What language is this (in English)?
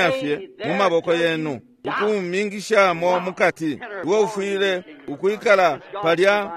Bemba